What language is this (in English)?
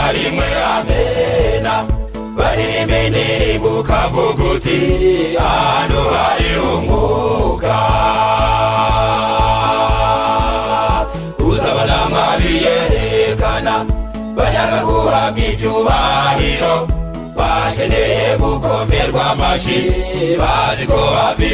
Kinyarwanda